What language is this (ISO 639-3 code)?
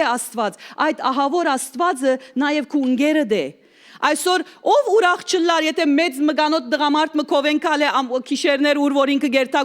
hyw